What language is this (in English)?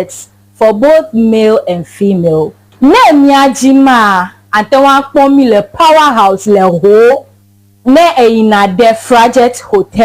Ewe